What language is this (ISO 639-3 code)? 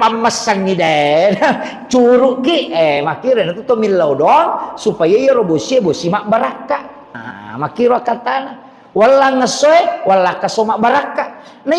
bug